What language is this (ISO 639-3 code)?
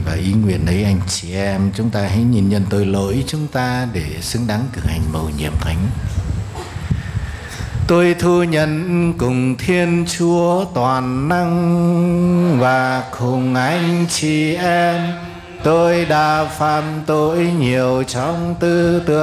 vie